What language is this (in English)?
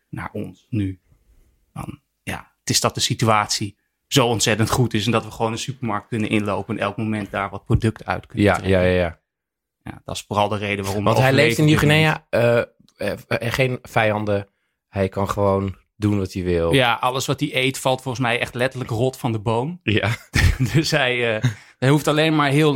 Dutch